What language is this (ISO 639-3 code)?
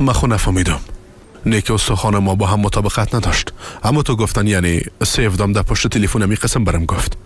fas